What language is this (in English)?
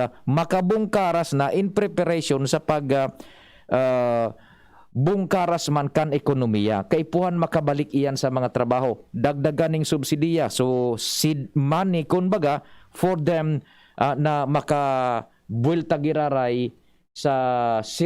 Bikol